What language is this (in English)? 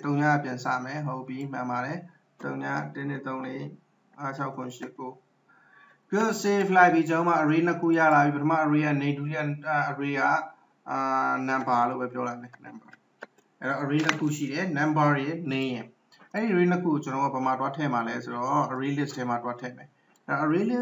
Burmese